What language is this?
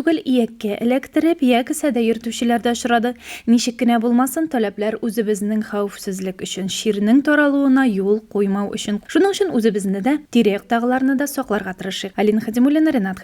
Tatar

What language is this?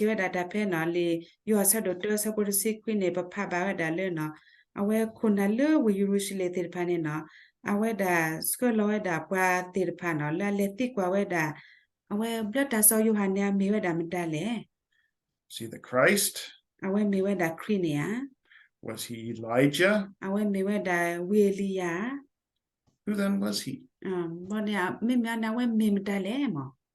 S'gaw Karen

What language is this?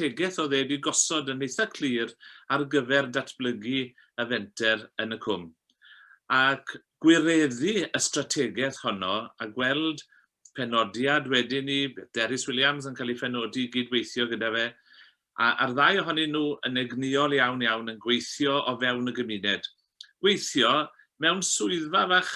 Welsh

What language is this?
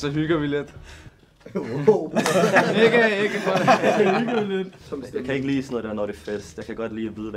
Danish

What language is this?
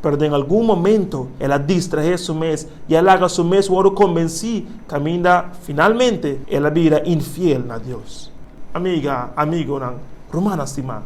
Papiamento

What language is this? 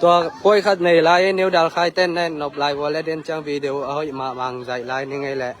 Tedim Chin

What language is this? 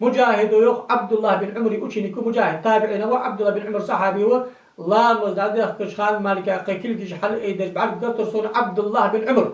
Ingush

